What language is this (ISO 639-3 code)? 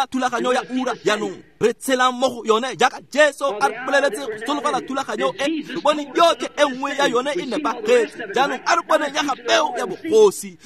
tsn